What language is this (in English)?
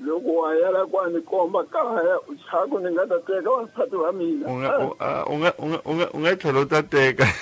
Tsonga